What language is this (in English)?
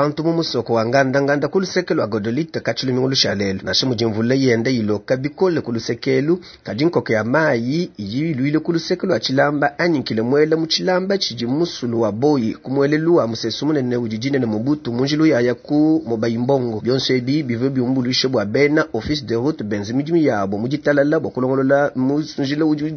Luba-Lulua